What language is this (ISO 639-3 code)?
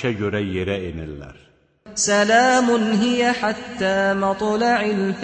aze